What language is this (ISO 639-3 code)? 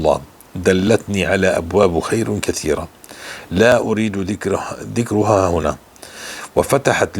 apc